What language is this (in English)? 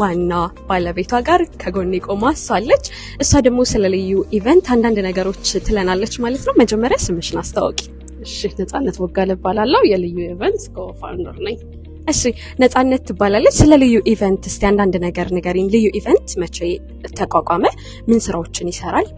Amharic